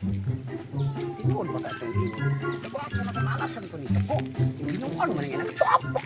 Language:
Cebuano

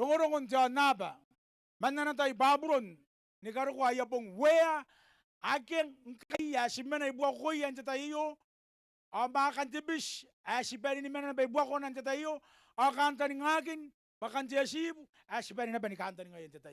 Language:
Gilbertese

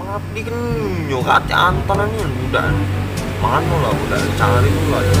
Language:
Musi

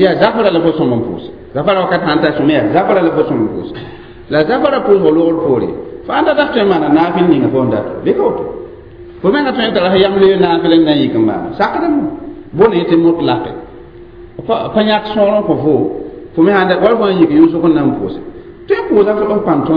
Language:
Mossi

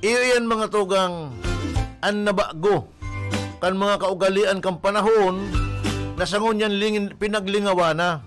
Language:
Bikol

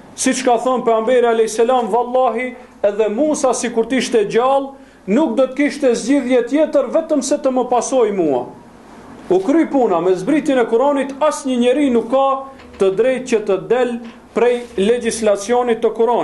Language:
Albanian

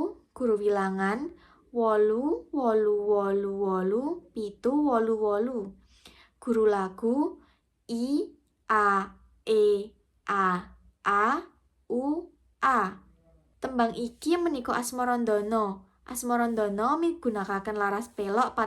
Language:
Javanese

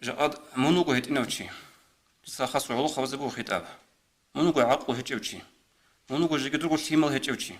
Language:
Avaric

